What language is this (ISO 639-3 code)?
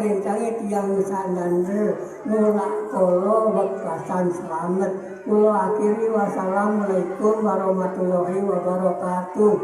jav